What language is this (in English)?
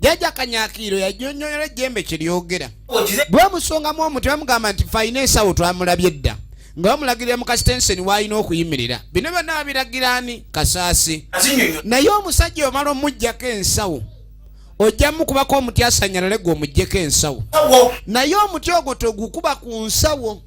Ganda